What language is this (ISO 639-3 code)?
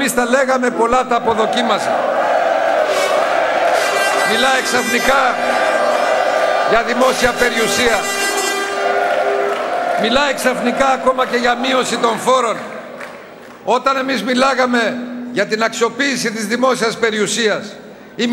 ell